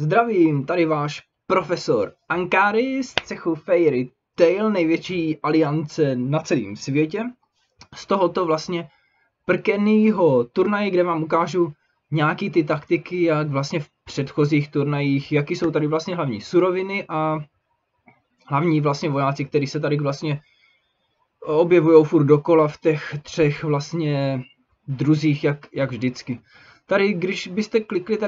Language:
Czech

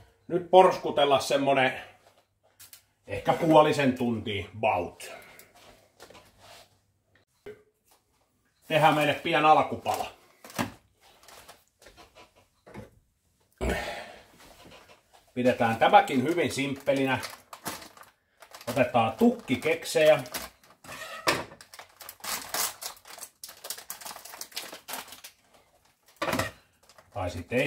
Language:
Finnish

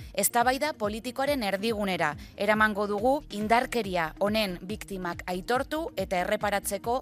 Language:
Basque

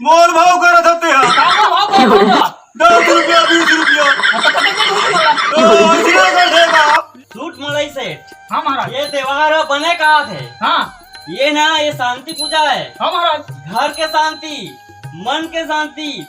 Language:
Chhattisgarhi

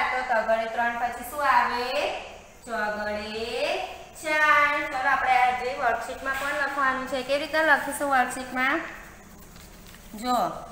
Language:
Gujarati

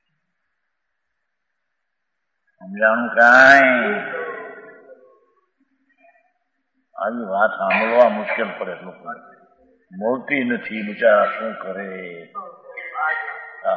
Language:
Gujarati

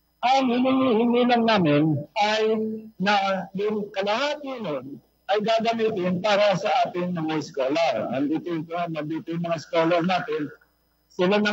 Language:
Filipino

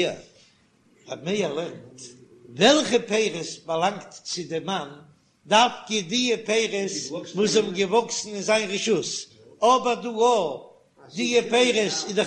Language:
Yiddish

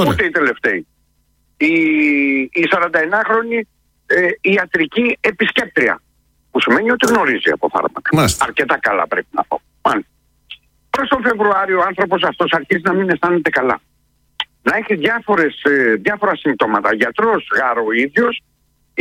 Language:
Greek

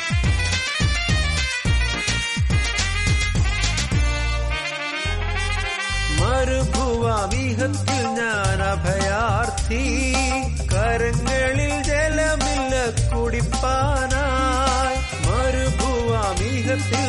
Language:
Malayalam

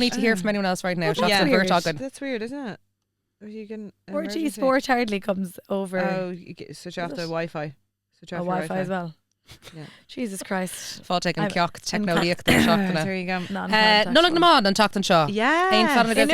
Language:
Irish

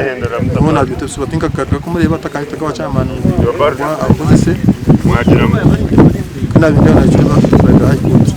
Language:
Nyankole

